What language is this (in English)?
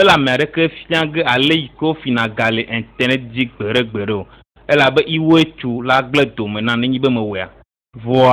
Ewe